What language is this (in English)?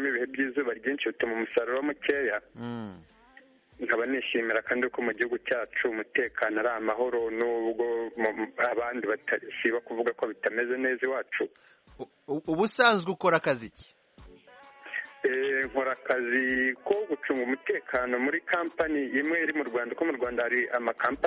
Kinyarwanda